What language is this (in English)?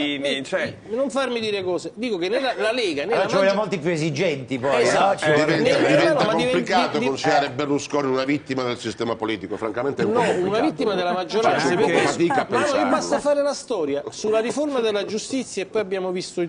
Italian